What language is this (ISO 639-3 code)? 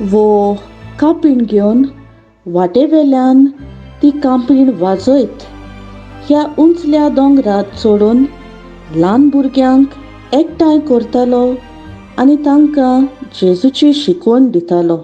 kok